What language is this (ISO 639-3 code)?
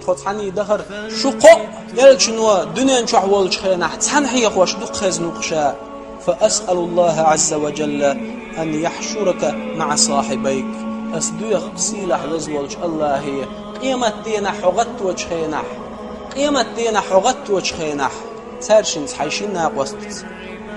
che